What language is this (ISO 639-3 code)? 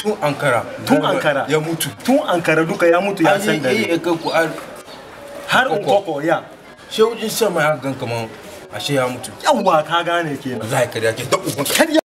hau